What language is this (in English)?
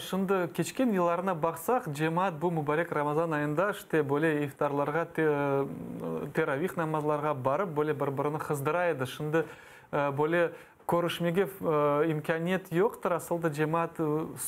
Crimean Tatar